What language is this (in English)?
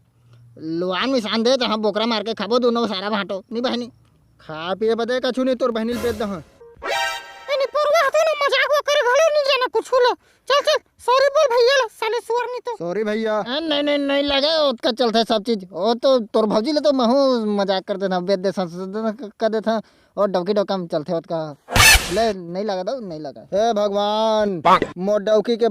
Chhattisgarhi